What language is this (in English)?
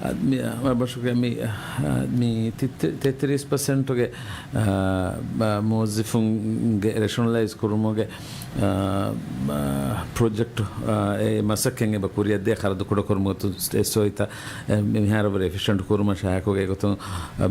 Divehi